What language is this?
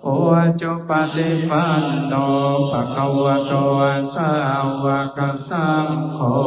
Pali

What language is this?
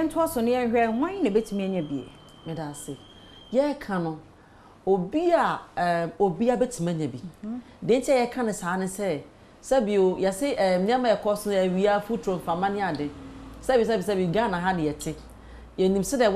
Akan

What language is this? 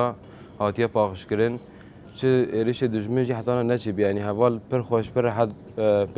Kurdish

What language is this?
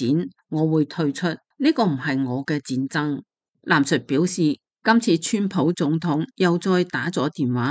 Cantonese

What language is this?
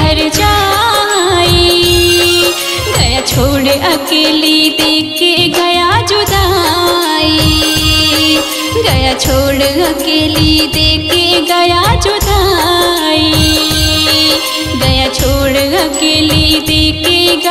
Hindi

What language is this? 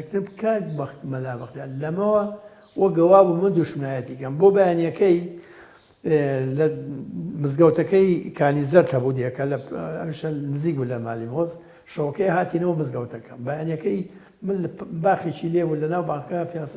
Central Kurdish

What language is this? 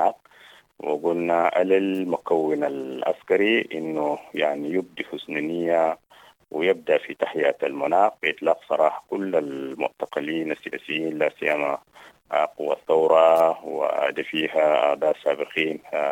Sudanese Arabic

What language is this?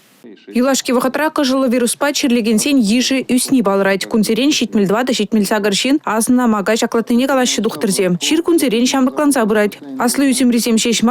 Chuvash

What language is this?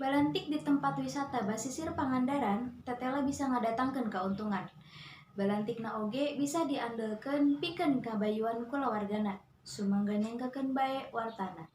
Sundanese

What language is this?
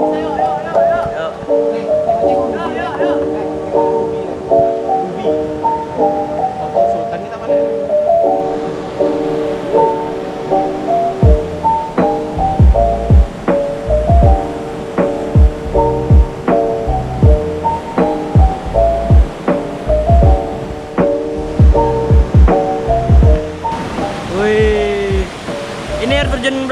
Indonesian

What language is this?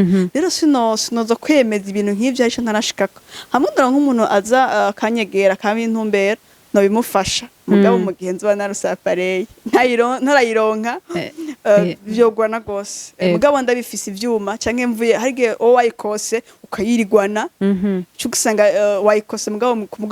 Rundi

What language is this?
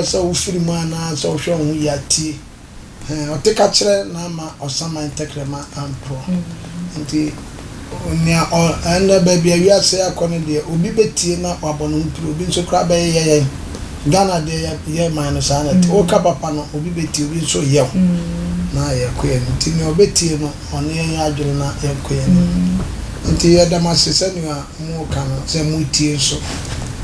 Akan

